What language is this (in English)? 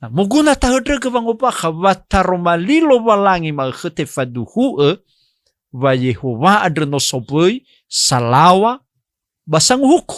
Nias